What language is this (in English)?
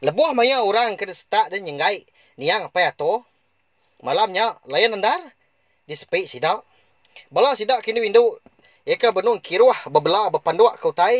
Iban